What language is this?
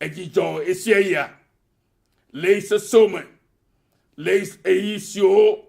Ewe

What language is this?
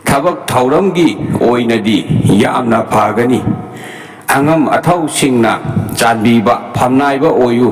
Manipuri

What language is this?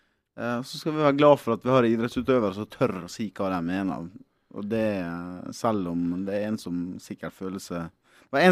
Norwegian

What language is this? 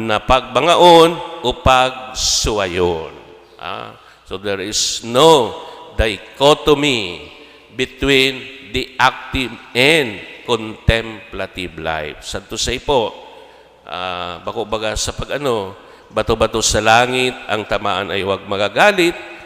Bikol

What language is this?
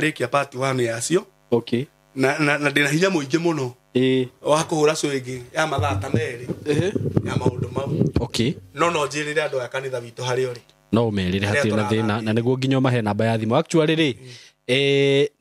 Kikuyu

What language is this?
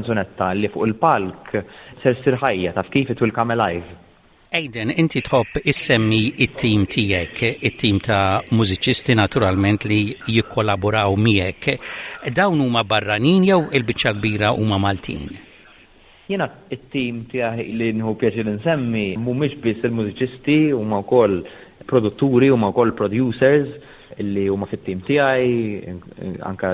Maltese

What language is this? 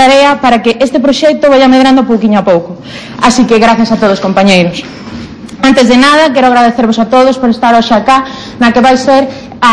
Galician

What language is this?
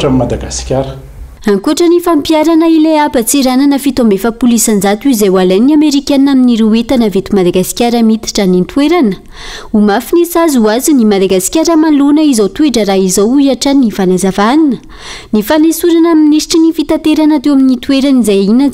Malagasy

